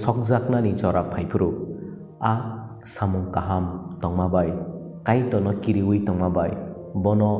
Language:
Kok Borok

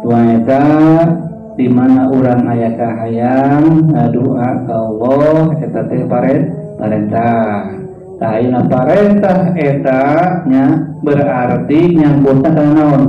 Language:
Sundanese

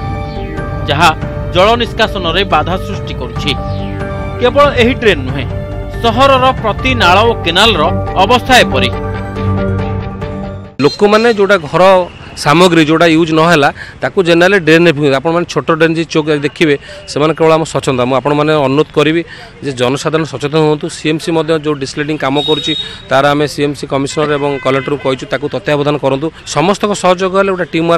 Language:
Odia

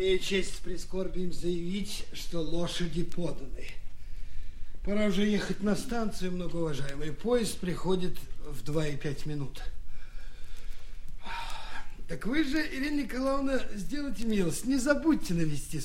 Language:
Russian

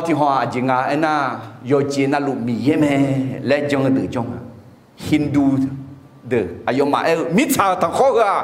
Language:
Akha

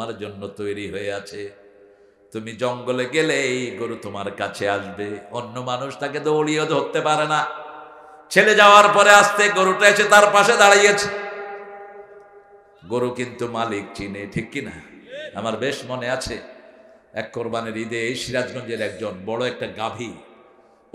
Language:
Bangla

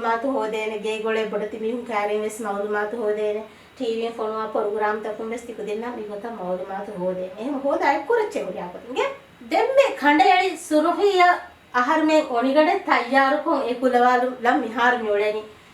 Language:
Divehi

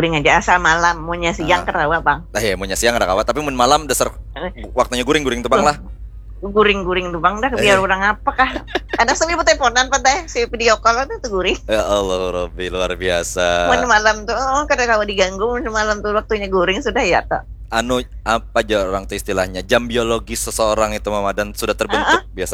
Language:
Banjar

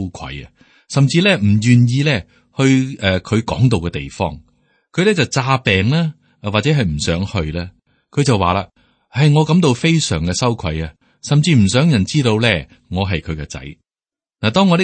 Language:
Cantonese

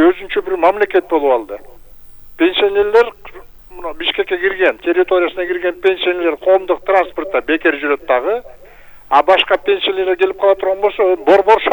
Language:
Kyrgyz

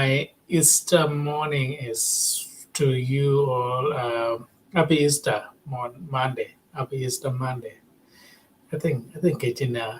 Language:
Acoli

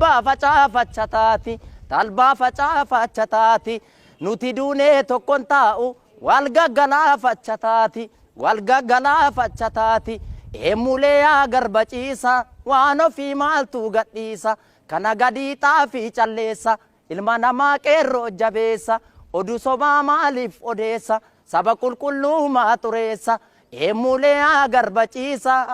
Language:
Oromo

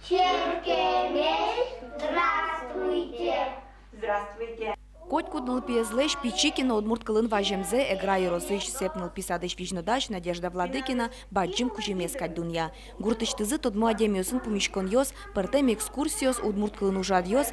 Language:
Udmurt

